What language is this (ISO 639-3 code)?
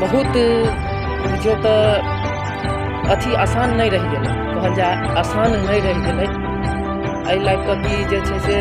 mai